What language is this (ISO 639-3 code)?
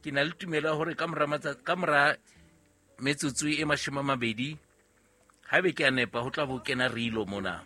sot